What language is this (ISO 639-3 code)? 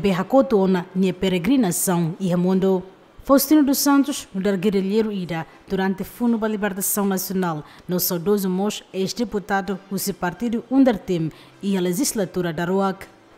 tet